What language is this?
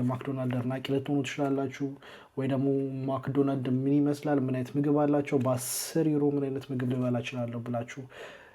Amharic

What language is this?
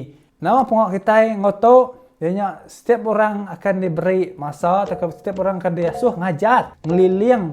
Iban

